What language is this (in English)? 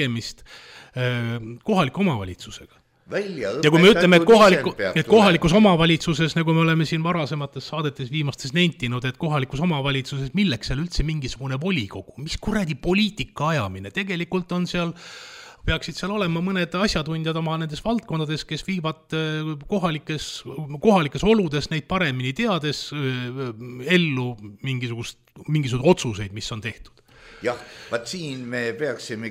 Estonian